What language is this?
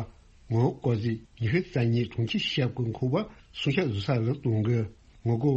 Tibetan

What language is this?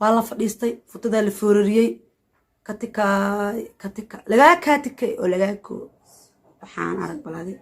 Somali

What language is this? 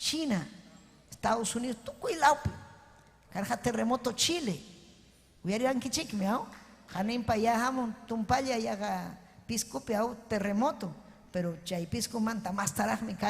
Ayacucho Quechua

